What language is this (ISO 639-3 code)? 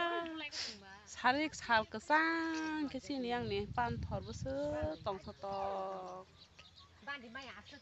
trp